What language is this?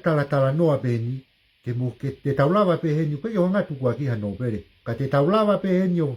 Tongan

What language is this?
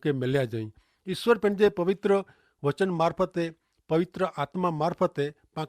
Kachhi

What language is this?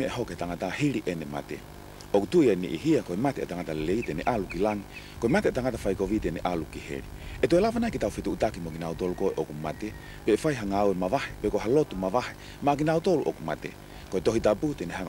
Tongan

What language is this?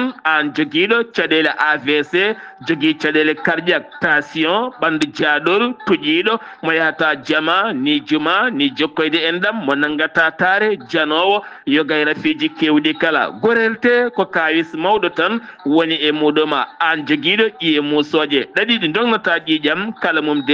Fula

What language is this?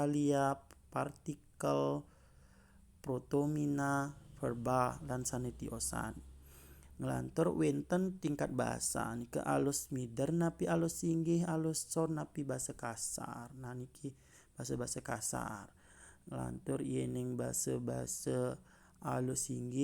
Balinese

